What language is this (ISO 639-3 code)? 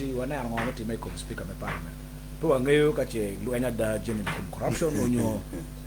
ach